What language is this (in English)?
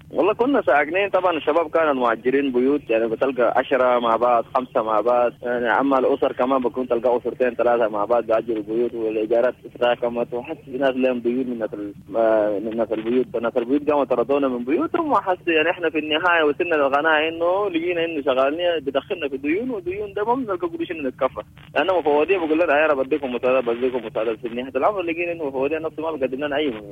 Sudanese Arabic